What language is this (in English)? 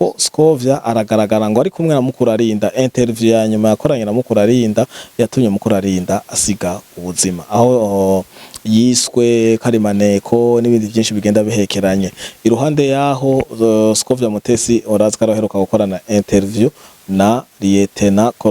Rundi